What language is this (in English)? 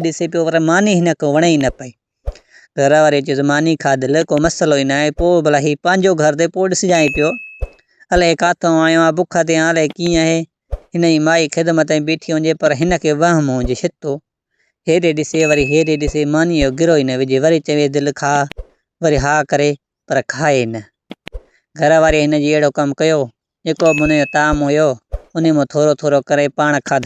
Sindhi